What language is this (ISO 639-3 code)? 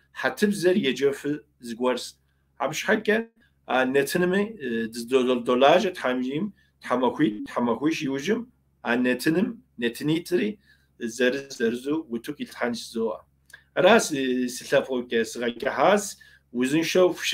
kbd